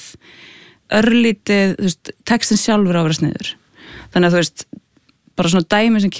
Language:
Icelandic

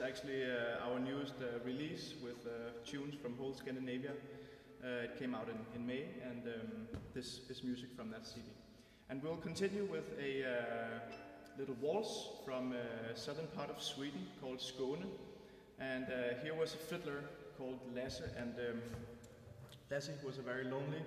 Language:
English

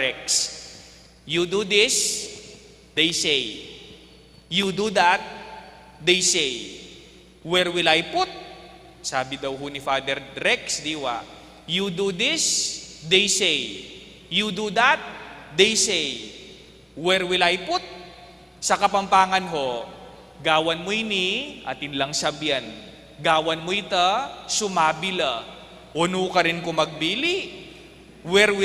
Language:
Pampanga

